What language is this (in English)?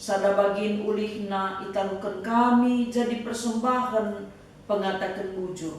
Batak Karo